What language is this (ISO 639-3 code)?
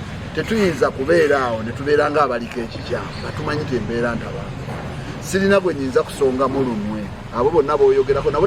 lug